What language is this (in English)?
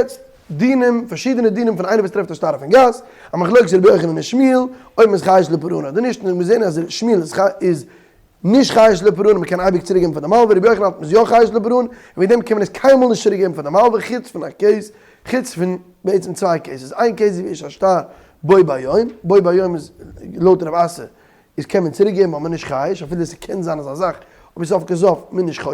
Yiddish